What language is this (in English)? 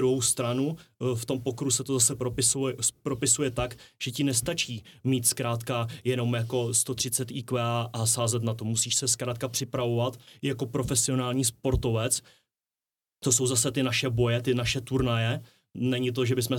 Czech